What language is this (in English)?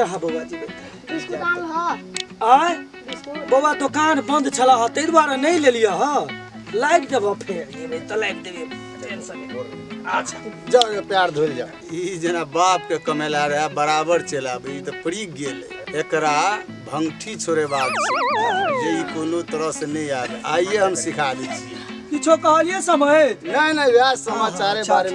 Maithili